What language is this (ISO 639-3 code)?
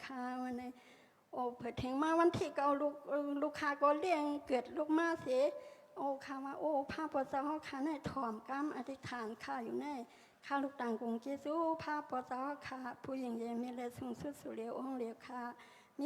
shn